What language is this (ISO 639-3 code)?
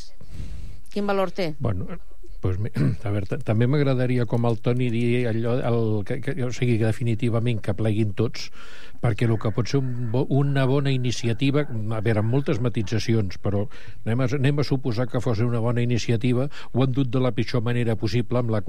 cat